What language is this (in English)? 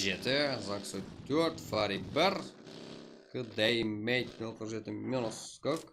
Kara-Kalpak